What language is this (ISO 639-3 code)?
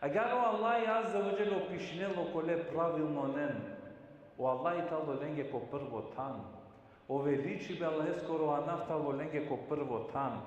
rmn